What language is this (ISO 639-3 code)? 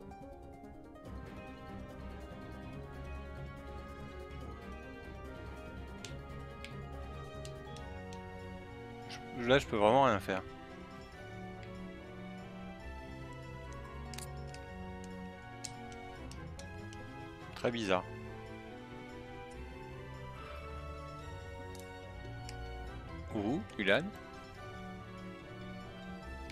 fra